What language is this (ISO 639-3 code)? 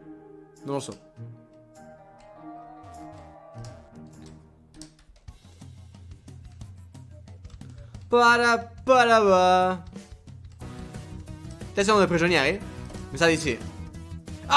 ita